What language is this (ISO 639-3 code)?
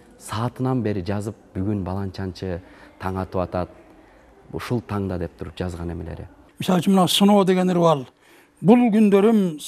kir